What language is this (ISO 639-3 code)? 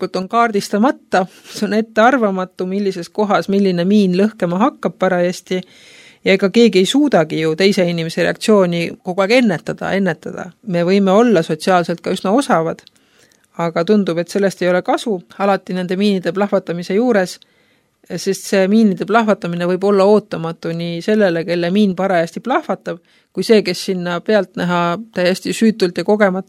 est